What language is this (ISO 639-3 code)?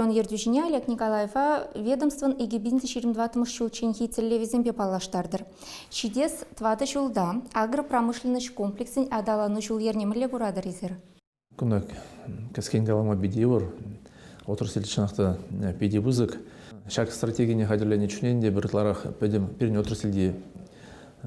chv